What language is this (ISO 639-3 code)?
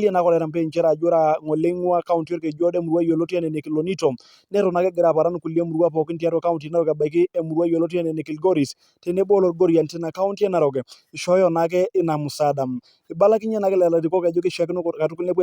mas